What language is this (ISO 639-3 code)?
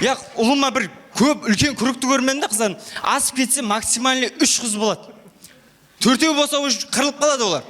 kaa